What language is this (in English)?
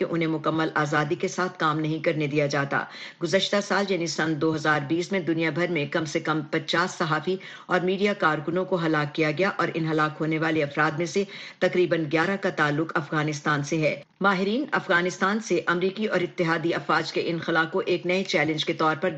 Urdu